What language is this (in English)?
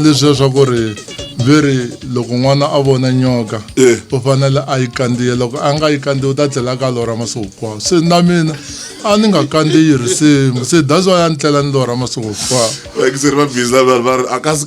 Tsonga